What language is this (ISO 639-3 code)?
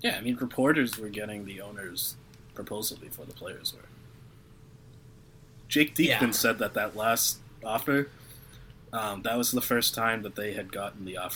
eng